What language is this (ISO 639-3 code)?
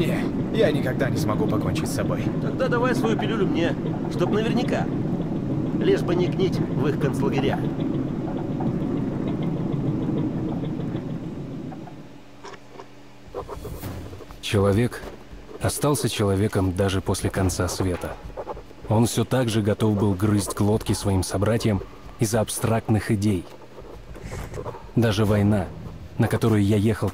rus